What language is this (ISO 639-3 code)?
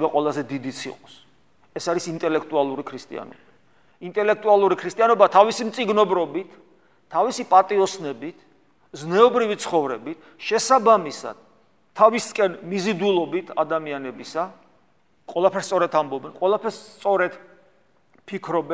kat